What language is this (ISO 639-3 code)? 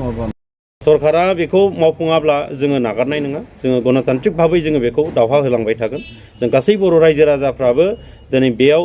brx